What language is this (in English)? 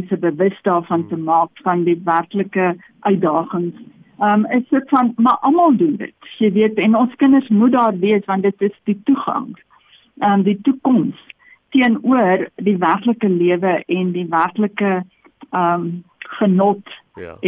Afrikaans